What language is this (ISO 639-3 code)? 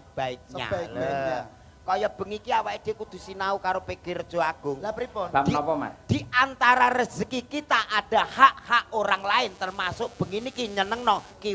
jav